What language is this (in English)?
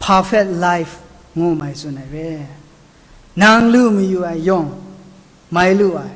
Kachin